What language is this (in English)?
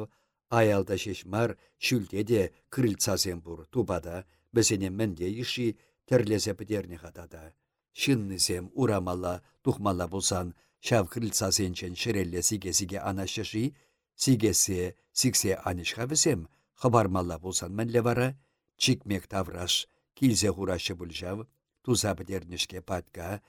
Chuvash